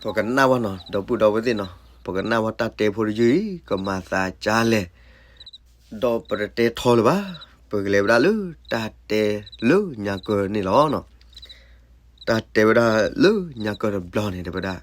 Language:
S'gaw Karen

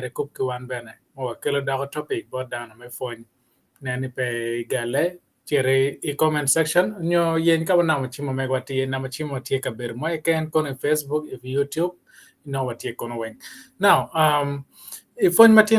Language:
Acoli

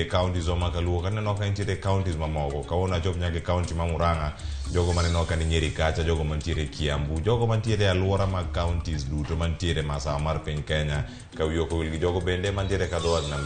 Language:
Luo (Kenya and Tanzania)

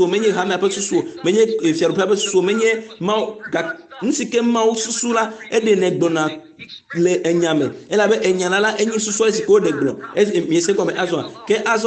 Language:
Ewe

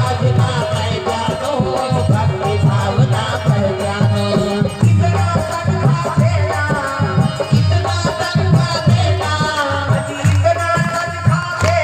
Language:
Chhattisgarhi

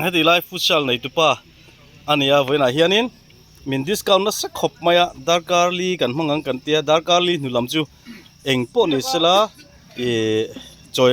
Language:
Mizo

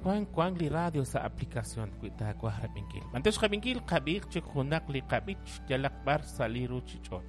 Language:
Kekchí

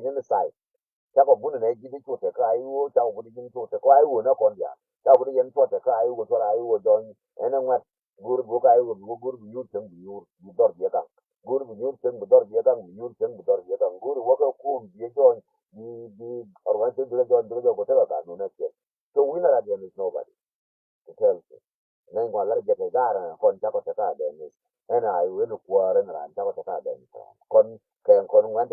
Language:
Nuer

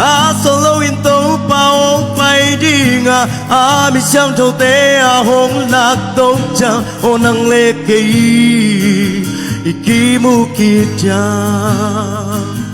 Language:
Tedim Chin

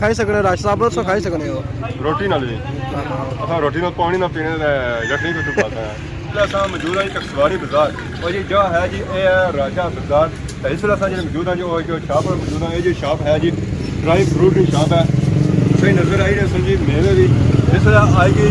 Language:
Pahari-Potwari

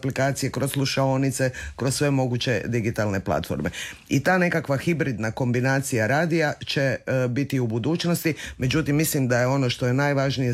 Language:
Croatian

